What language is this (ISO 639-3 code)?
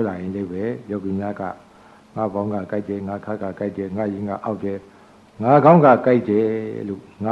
mya